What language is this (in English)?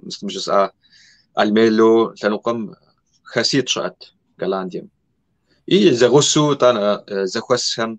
Kabardian